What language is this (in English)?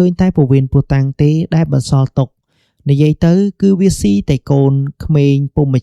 Khmer